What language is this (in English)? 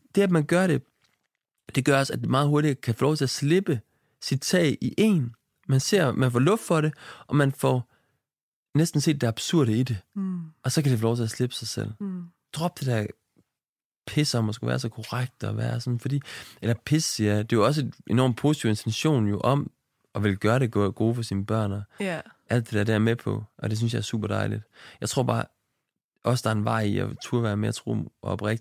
Danish